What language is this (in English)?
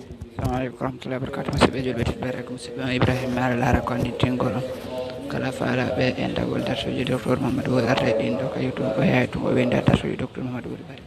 Pular